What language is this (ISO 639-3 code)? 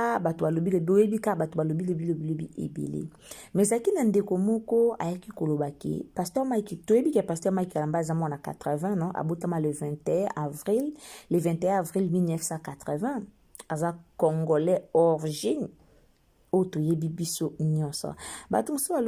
lin